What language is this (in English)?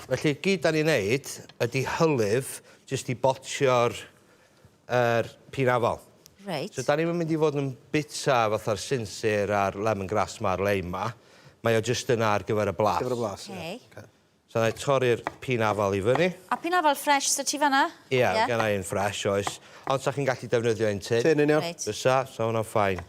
Welsh